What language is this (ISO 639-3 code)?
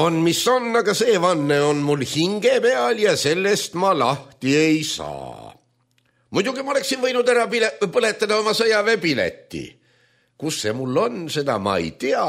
est